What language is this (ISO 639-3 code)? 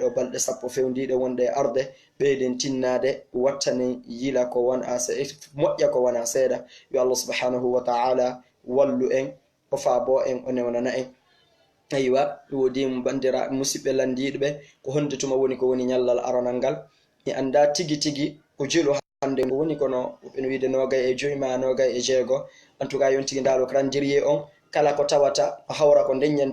ful